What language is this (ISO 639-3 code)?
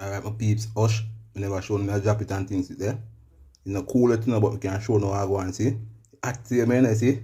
jam